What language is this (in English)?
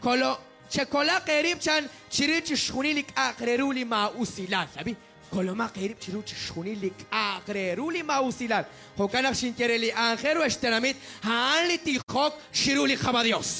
Kekchí